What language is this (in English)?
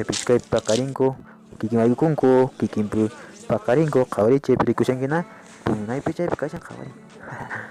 Quechua